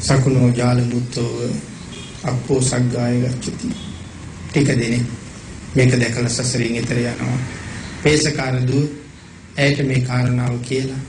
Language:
Sinhala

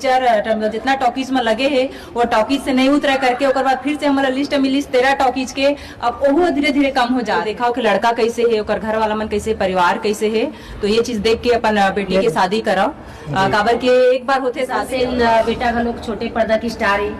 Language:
Chhattisgarhi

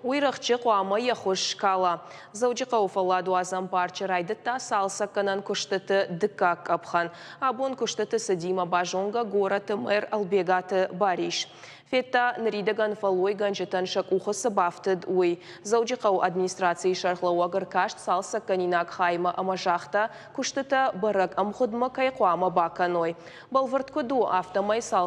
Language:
Ossetic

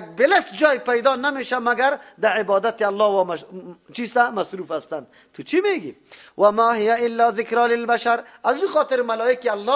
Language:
Persian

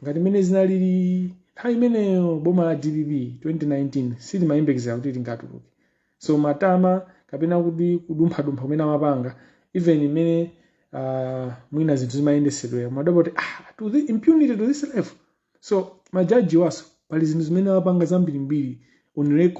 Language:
Nyanja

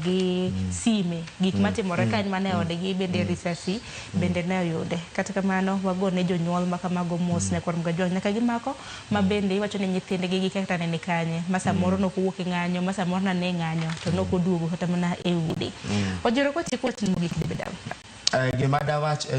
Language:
Luo (Kenya and Tanzania)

